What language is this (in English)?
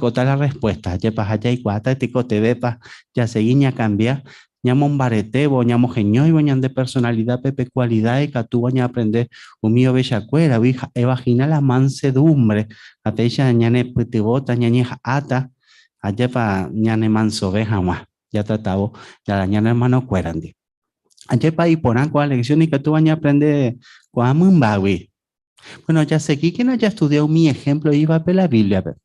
Guarani